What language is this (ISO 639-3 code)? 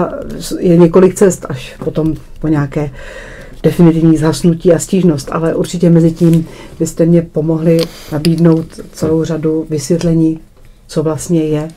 ces